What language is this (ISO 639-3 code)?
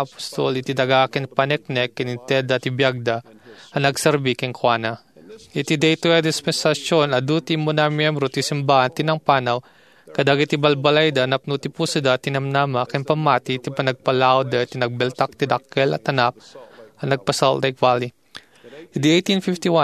ilo